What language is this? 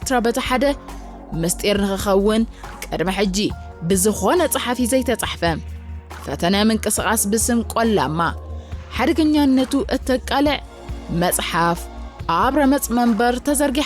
Tigrinya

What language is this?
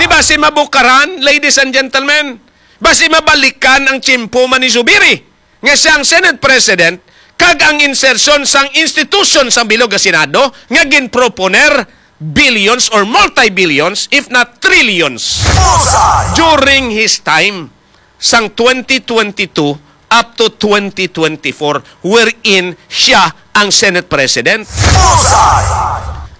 Hiligaynon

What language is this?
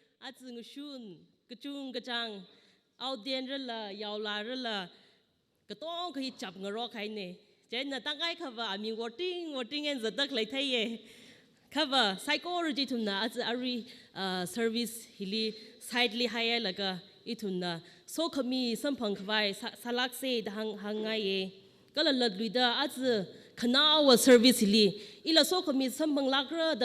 Tangkhul Naga (India)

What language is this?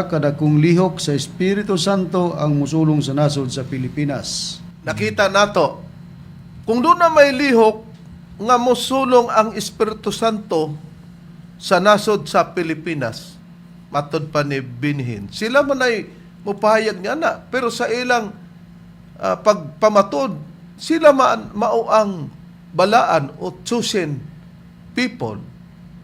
Cebuano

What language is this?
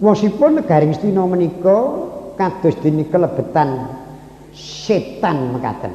Javanese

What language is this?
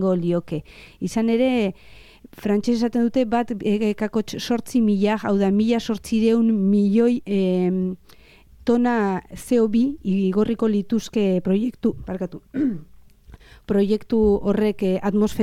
Basque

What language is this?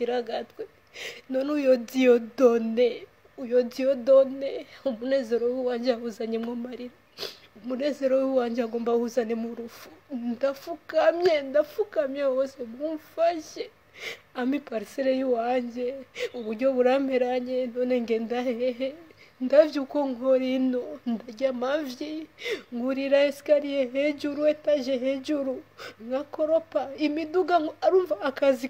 Rundi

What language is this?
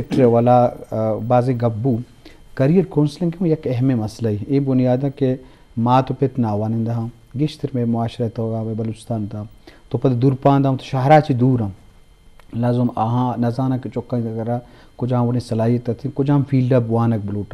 Eastern Balochi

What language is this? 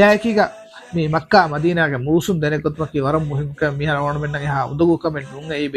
Divehi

